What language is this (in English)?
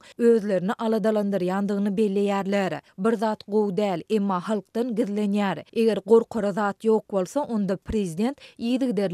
Turkmen